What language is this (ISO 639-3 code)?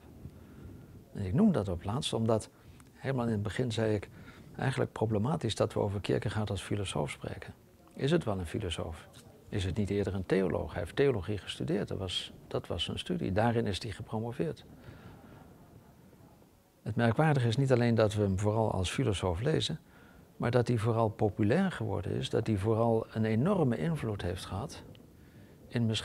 nld